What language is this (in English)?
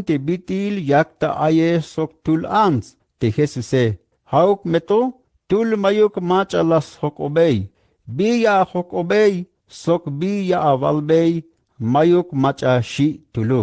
Tzeltal